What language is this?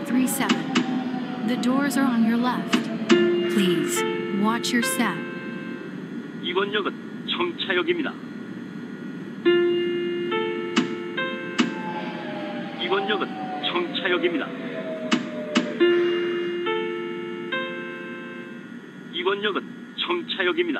Korean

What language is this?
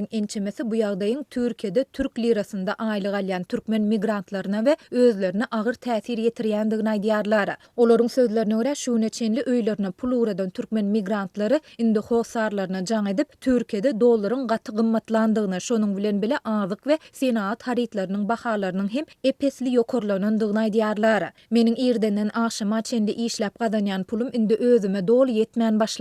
Turkmen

